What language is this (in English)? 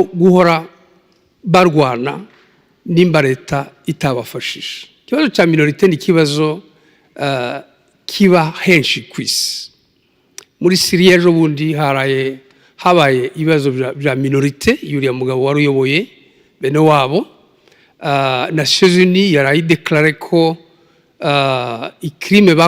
Kinyarwanda